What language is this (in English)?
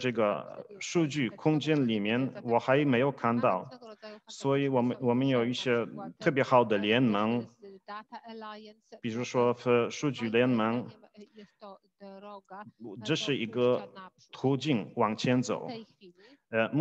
Chinese